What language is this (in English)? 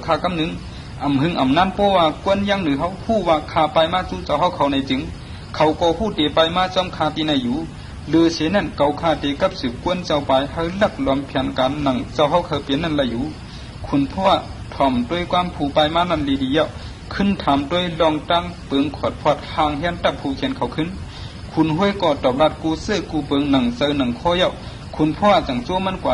Shan